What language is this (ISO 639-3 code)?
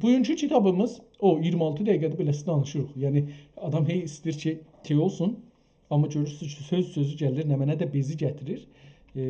azb